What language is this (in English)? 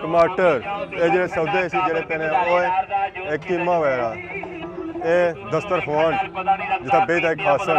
Pahari-Potwari